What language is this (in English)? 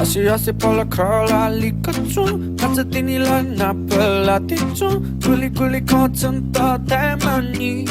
Newari